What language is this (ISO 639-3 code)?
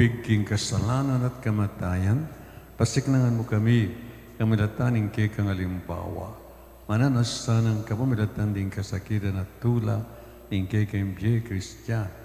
pam